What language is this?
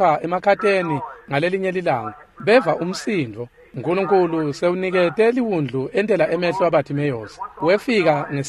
Swati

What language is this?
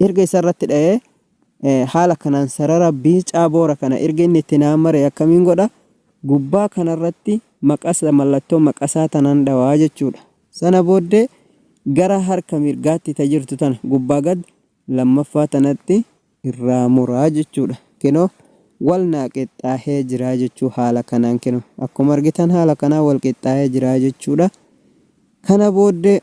Oromo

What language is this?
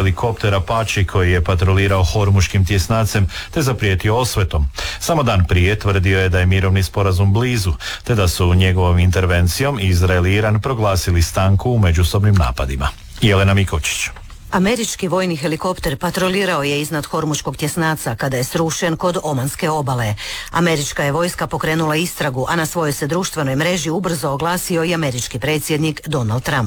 Croatian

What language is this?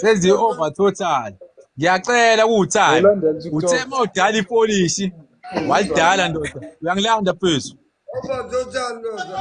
Zulu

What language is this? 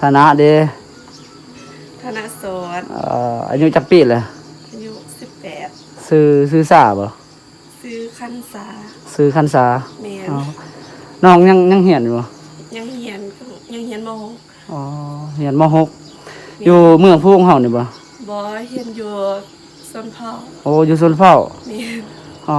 Lao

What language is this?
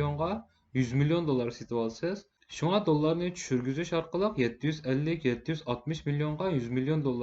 Uyghur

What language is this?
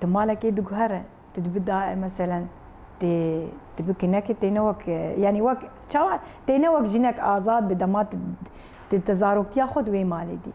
Kurdish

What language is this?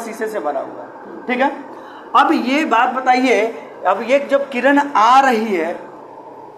Hindi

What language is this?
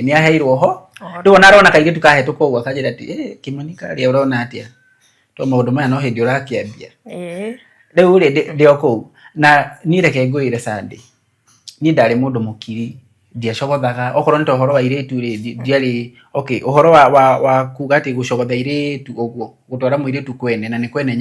Kikuyu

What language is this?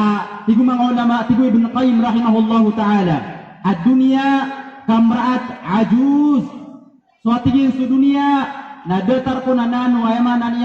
Maranao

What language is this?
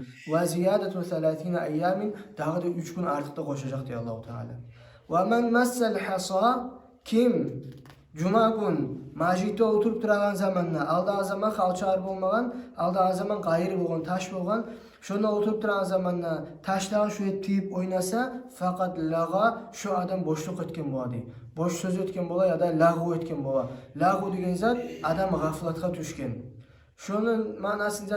Kumyk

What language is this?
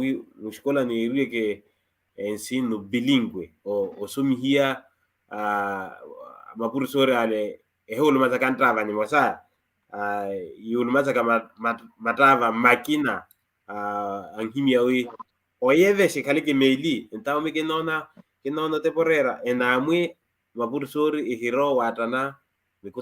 Makhuwa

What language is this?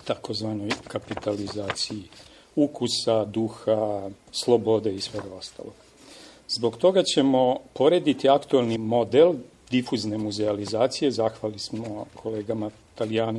Serbian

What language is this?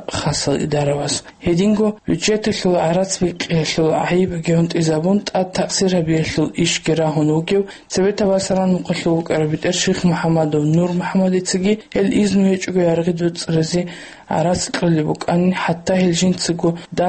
Avaric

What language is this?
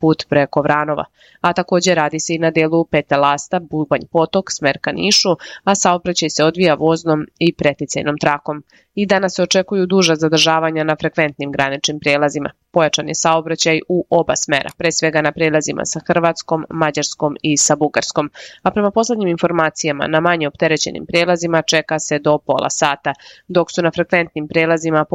Serbian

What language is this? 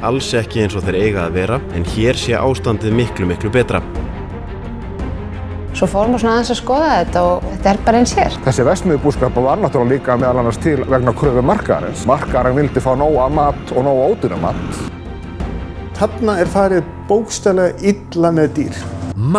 Icelandic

